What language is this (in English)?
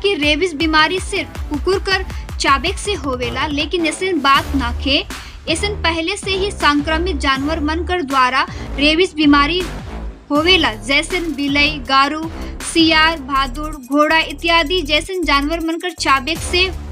Sadri